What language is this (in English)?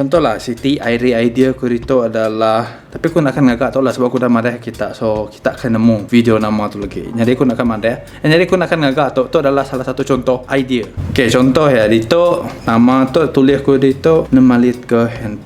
Iban